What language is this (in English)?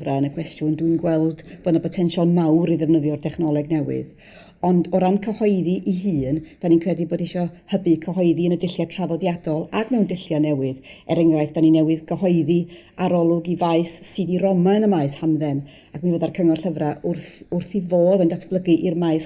Welsh